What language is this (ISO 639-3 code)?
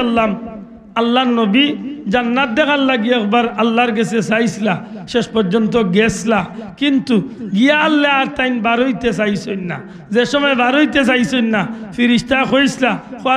syl